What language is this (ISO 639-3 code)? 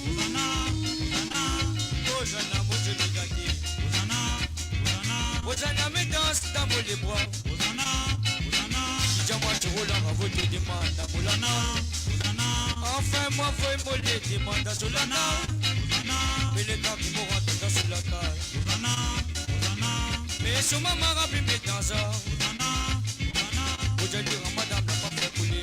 mfe